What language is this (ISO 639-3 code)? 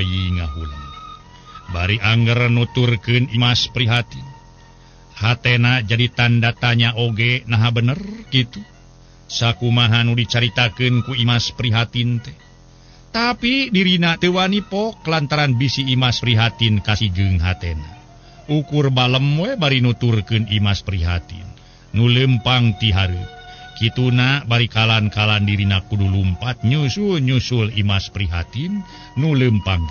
sun